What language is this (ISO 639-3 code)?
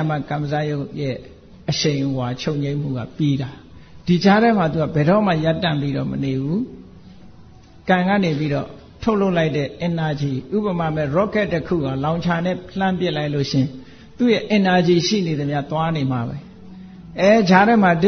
mya